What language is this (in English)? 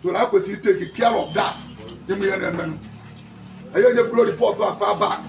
Igbo